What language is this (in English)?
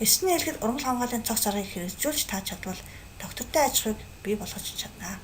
Mongolian